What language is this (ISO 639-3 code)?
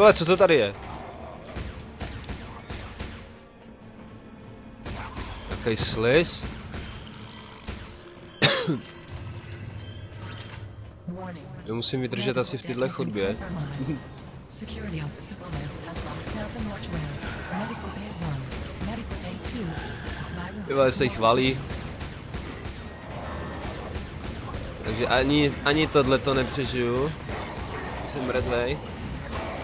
ces